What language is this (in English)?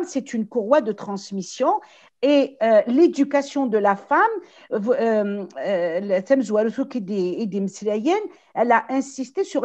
Kabyle